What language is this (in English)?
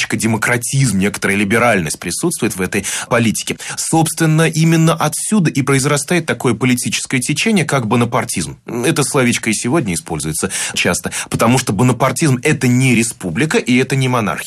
Russian